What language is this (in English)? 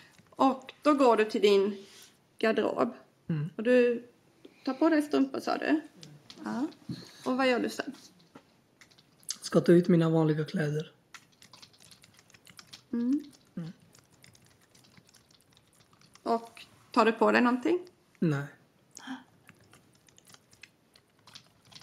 Swedish